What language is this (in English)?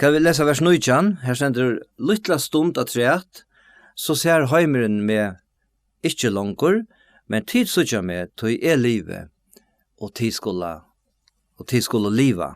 Faroese